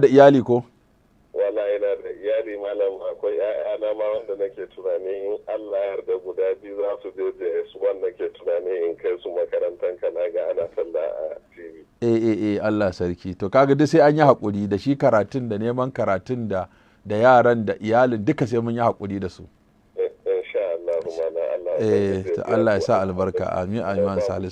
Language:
Hausa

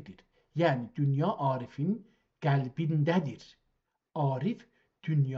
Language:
South Azerbaijani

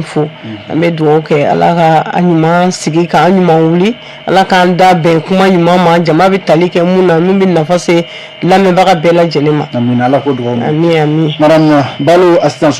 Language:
Bambara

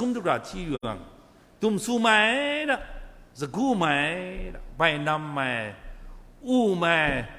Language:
Kachin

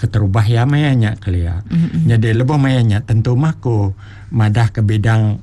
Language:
Iban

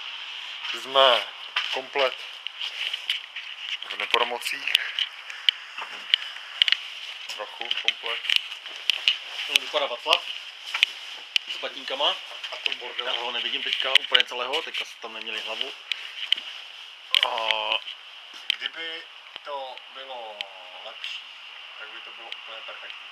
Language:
Czech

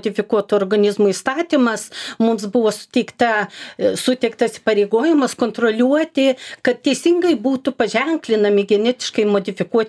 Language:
Lithuanian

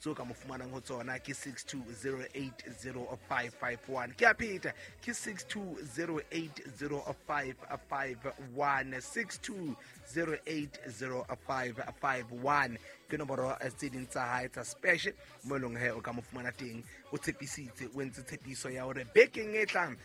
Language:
Southern Sotho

